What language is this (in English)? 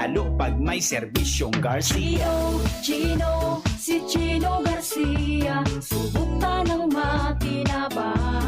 Bikol